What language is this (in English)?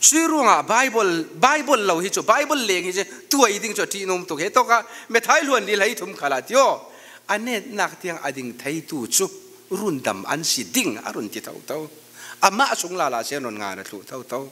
Falam Chin